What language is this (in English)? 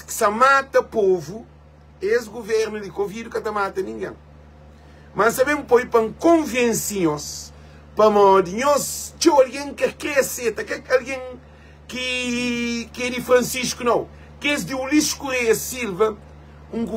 Kabuverdianu